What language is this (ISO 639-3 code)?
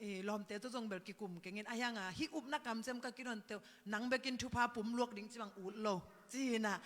ctd